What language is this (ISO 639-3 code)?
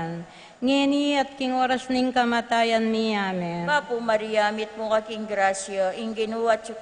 pam